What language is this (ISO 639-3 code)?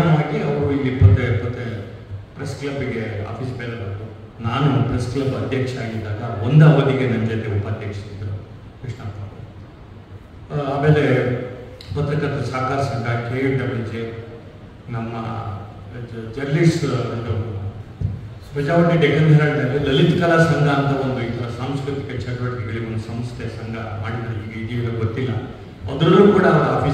kan